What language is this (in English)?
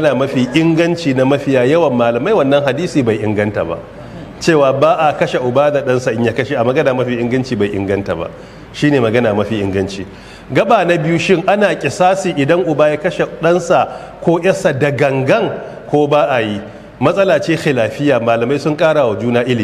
Hausa